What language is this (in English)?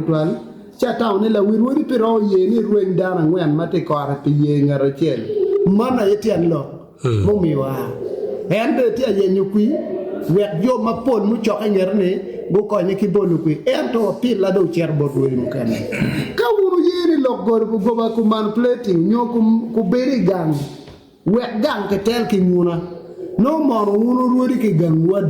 Acoli